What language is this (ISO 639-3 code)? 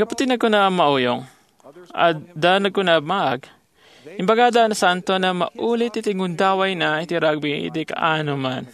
ilo